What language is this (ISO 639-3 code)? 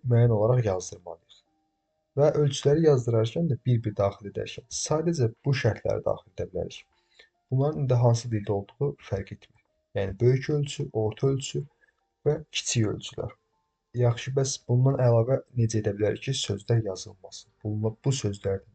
aze